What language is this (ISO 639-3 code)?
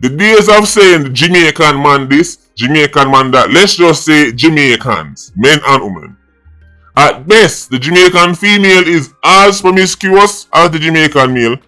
jam